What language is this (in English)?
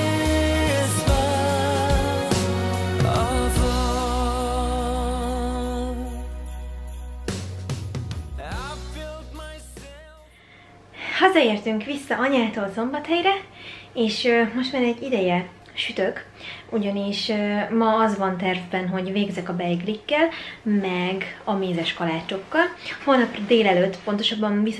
Hungarian